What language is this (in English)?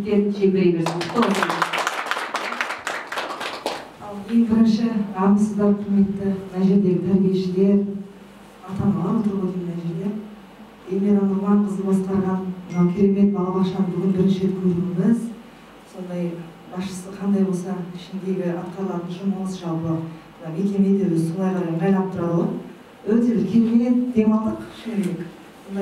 Kazakh